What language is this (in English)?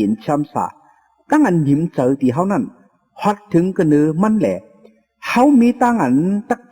Shan